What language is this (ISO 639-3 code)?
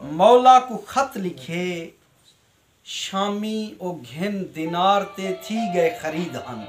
skr